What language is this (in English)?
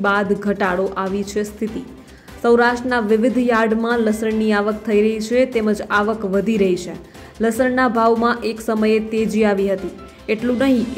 Gujarati